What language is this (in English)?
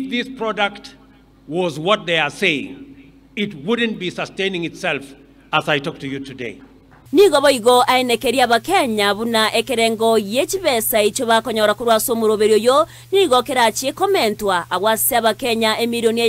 Gusii